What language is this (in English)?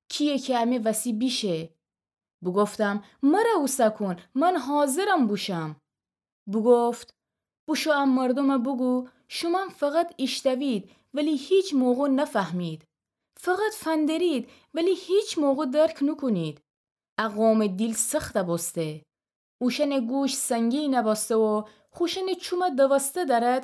Gilaki